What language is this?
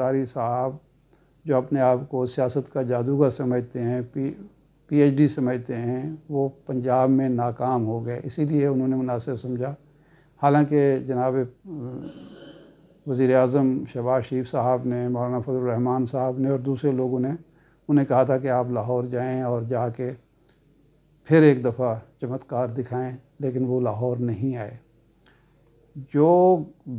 Urdu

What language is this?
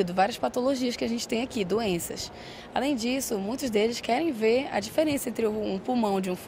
Portuguese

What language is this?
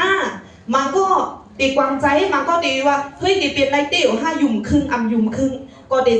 Shan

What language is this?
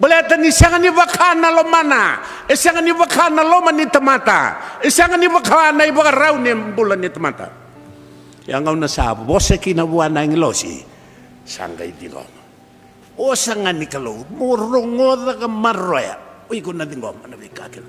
Fijian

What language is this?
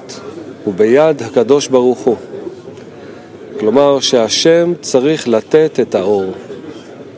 Hebrew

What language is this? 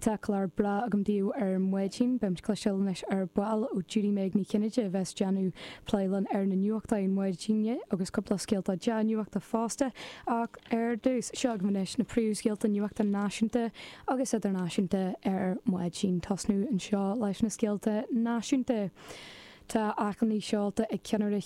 Irish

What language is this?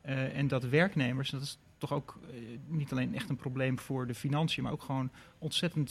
Dutch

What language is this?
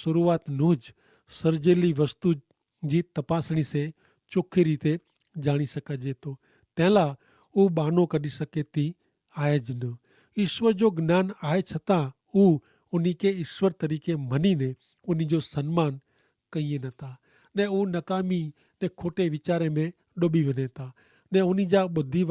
Kachhi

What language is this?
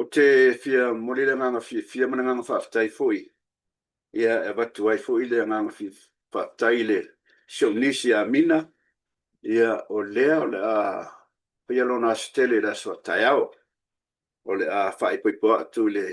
Samoan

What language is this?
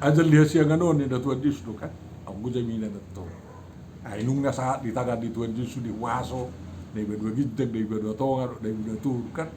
Batak Toba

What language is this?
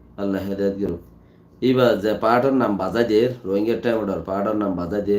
Rohingya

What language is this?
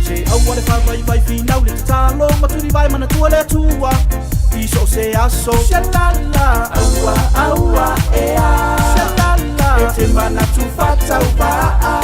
Samoan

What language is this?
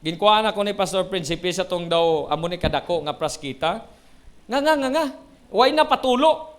Hiligaynon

